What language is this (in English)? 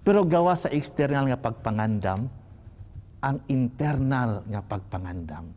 Cebuano